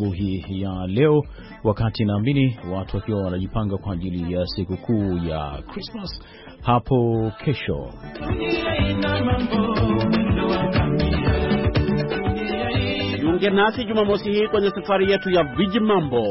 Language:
Swahili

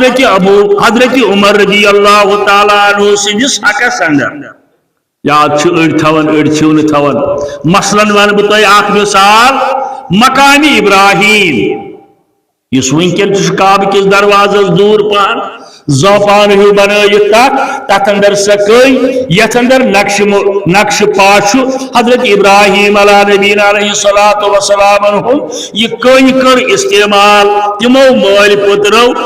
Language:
Kashmiri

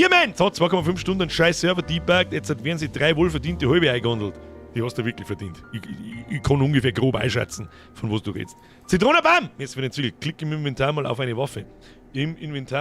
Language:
Bavarian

